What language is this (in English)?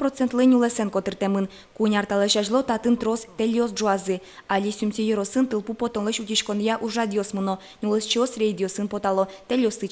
Udmurt